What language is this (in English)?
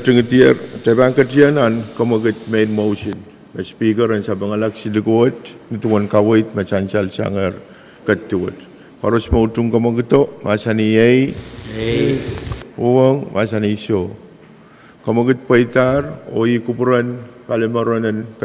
Pohnpeian